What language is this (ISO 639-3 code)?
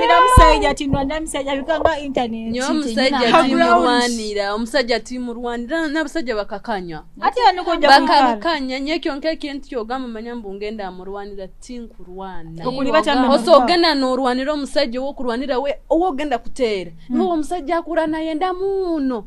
nyo